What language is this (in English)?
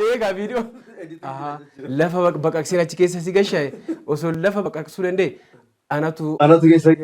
Oromo